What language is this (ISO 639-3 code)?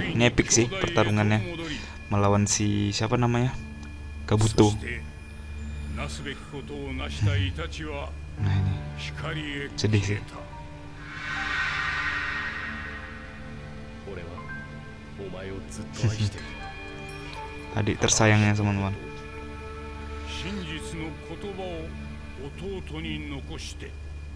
ind